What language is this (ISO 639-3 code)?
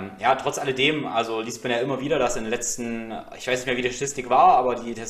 deu